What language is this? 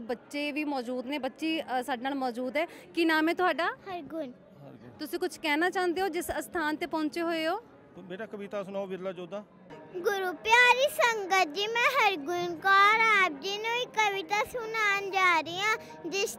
Punjabi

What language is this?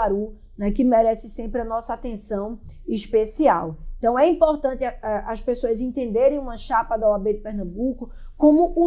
Portuguese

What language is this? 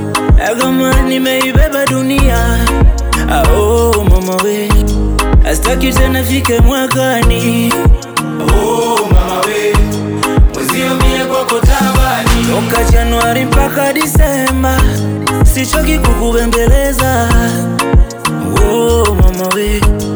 Swahili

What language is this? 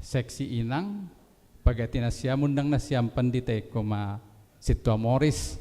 Batak Simalungun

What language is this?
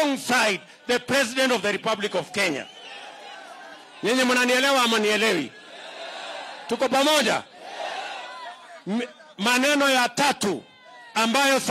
Swahili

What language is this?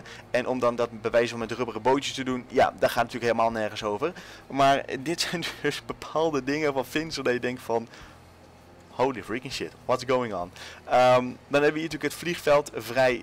Dutch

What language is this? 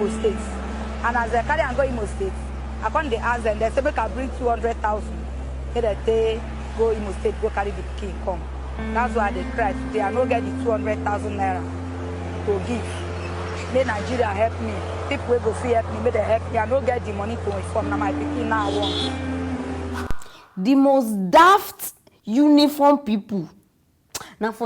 Nigerian Pidgin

